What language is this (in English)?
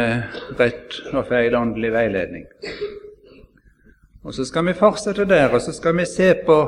Norwegian